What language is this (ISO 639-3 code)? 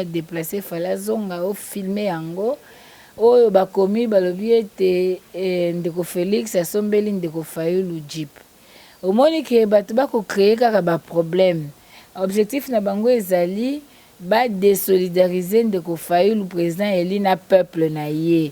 lin